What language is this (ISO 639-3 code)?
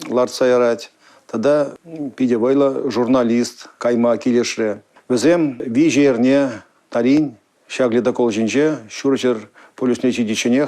chv